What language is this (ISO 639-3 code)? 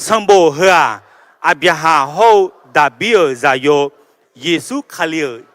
ahk